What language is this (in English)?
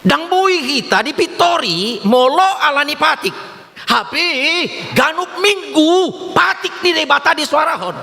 Batak Toba